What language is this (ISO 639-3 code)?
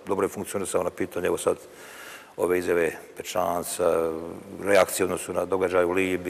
bos